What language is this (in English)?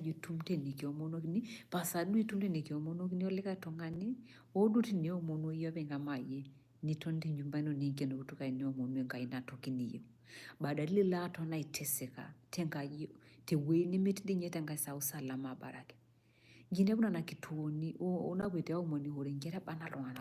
Masai